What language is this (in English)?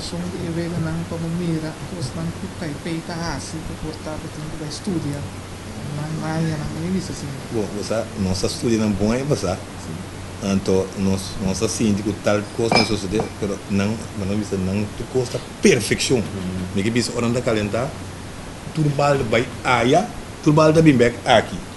Papiamento